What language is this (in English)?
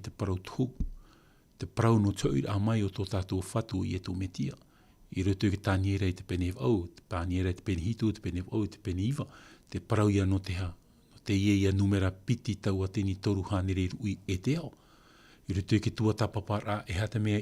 Tahitian